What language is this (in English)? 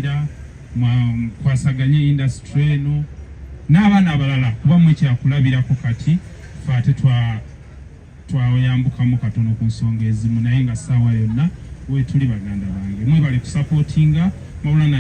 Ganda